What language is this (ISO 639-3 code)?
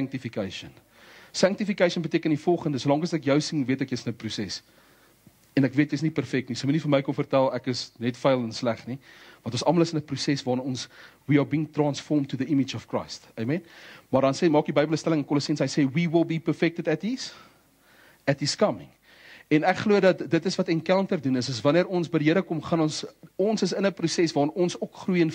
afr